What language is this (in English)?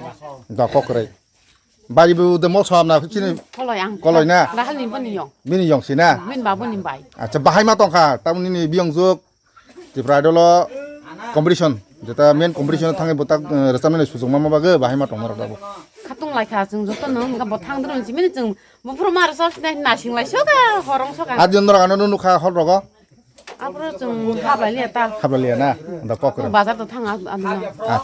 Kok Borok